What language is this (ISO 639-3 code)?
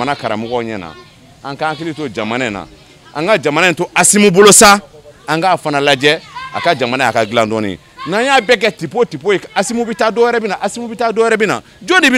bam